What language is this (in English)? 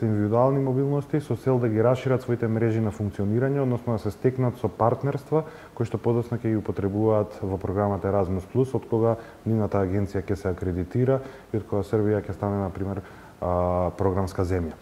Macedonian